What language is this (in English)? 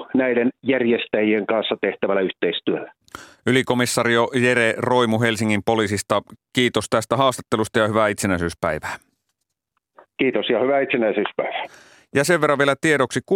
Finnish